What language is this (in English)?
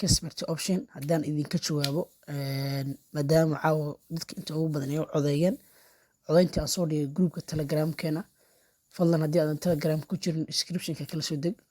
Somali